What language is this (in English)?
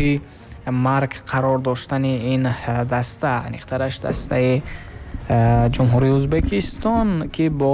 Tajik